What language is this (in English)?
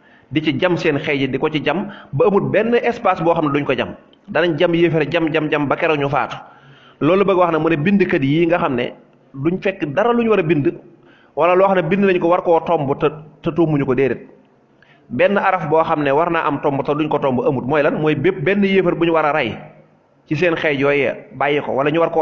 Wolof